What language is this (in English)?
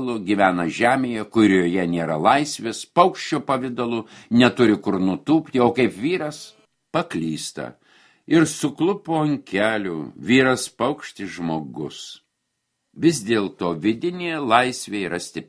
Lithuanian